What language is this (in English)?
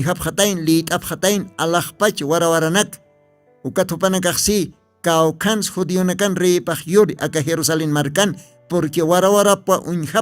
Aymara